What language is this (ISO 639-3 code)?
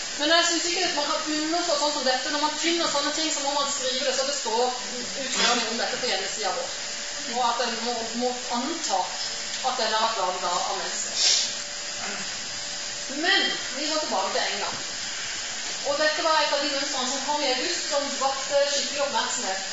nor